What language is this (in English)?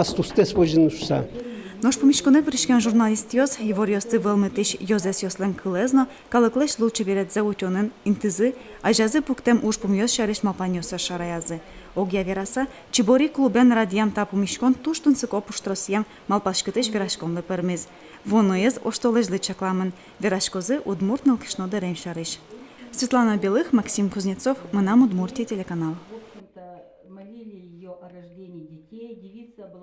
Udmurt